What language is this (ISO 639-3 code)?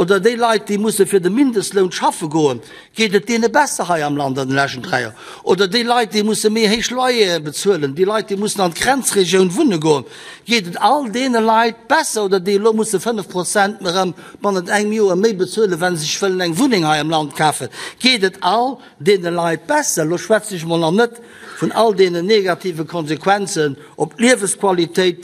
ltz